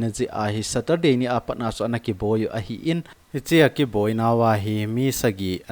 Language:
Thado Chin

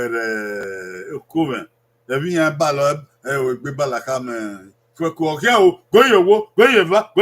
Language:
Bini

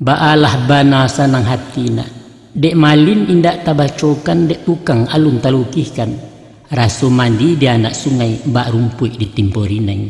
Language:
Minangkabau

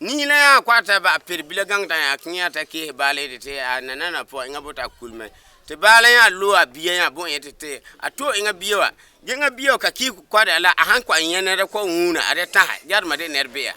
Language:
Frafra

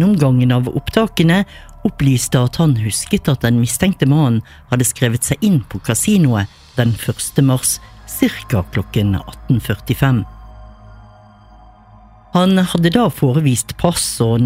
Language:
Norwegian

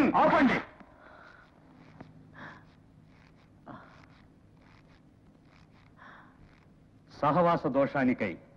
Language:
Telugu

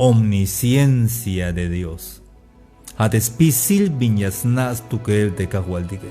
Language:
Tzeltal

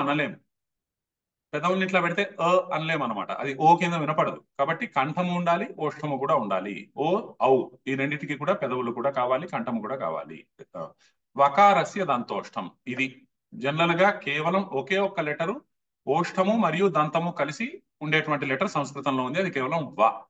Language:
Telugu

